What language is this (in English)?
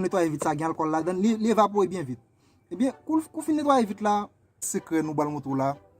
Haitian Creole